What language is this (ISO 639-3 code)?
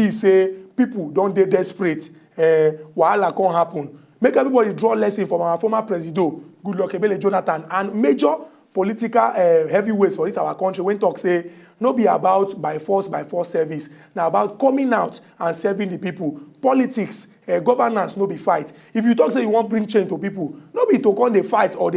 pcm